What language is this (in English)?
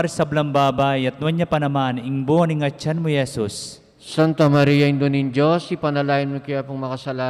Pampanga